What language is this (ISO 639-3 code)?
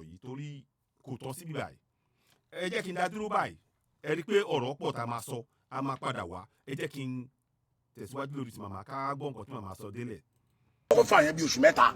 yor